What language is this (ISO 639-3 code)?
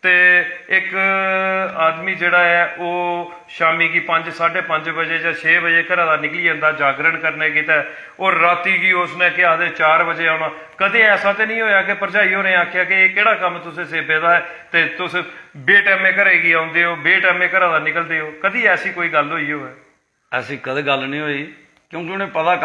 doi